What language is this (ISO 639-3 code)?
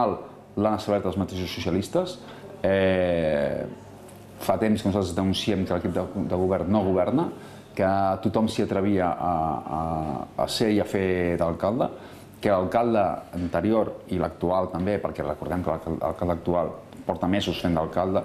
cat